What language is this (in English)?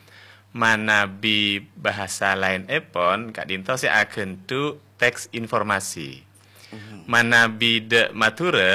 Madurese